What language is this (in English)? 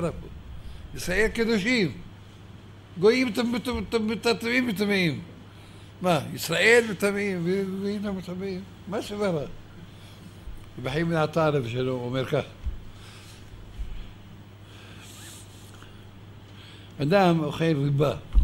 Hebrew